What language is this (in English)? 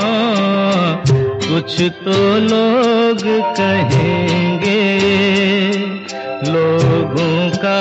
Hindi